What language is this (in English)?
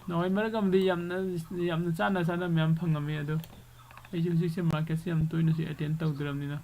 Manipuri